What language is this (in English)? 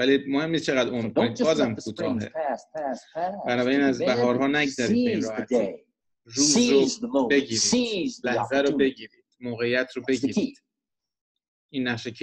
Persian